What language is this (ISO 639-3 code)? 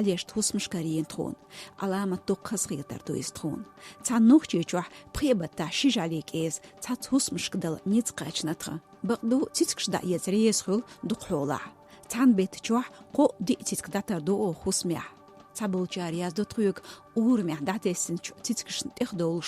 che